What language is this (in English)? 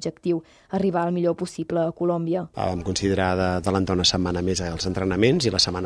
Catalan